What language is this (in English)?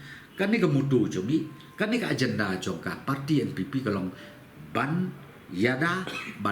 Khasi